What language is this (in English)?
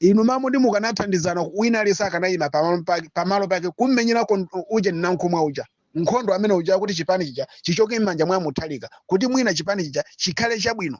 Nyanja